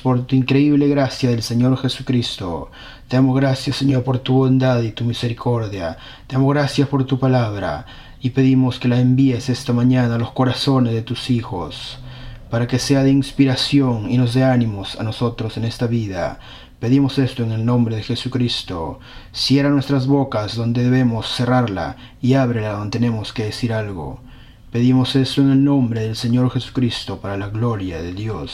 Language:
Spanish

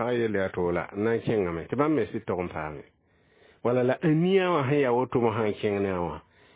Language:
Mossi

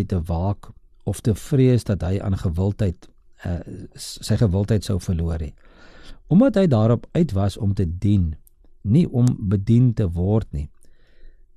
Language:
Afrikaans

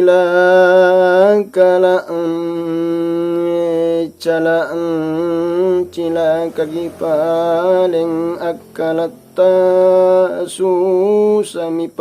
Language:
Makasar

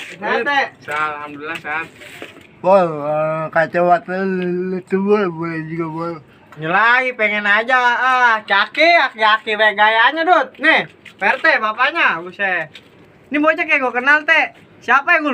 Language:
Betawi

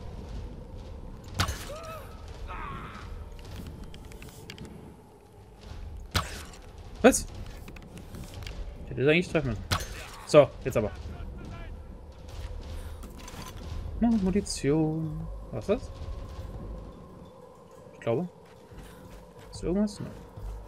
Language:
German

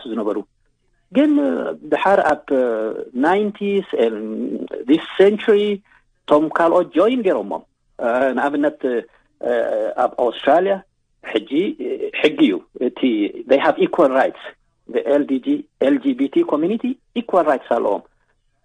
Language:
Tigrinya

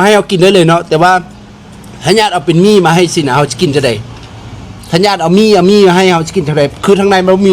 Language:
Lao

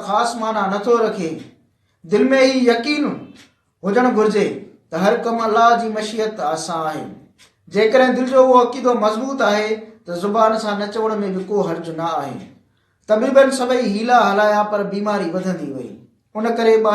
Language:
Sindhi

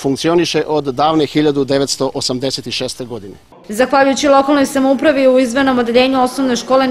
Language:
Serbian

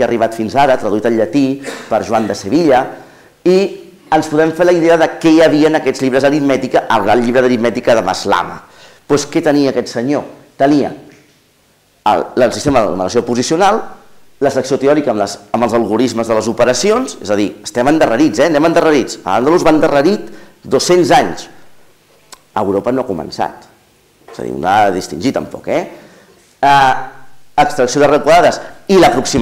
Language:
Catalan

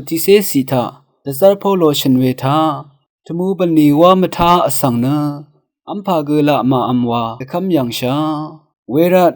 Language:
Rawang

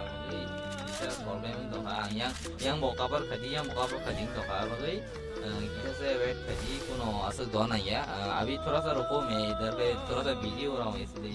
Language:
Kok Borok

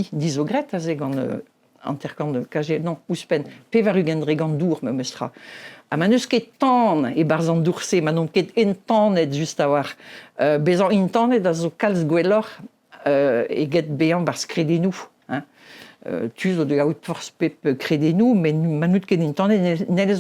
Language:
Breton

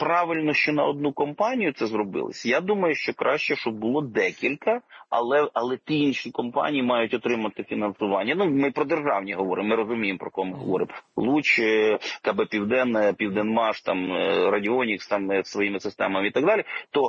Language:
Ukrainian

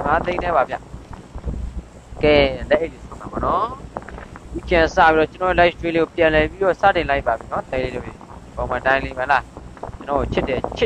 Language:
Burmese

